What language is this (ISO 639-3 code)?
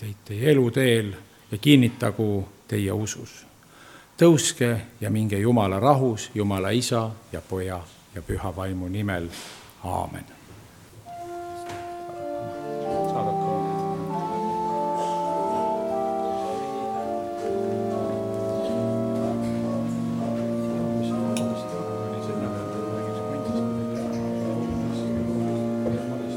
est